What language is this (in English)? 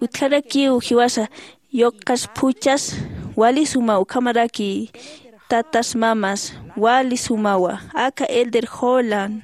Aymara